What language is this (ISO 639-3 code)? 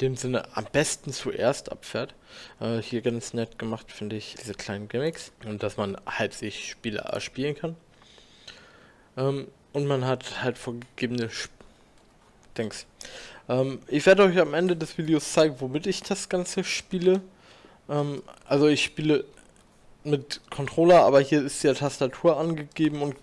deu